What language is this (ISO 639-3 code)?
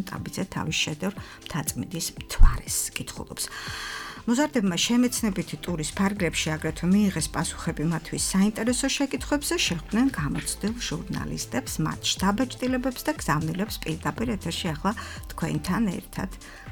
kat